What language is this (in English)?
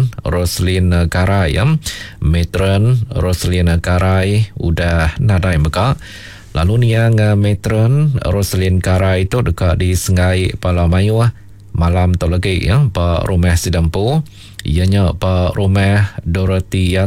Iban